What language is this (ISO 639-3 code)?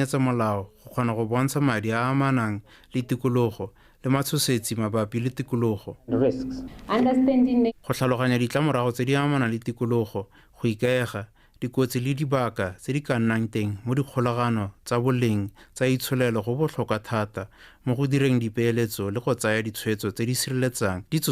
tsn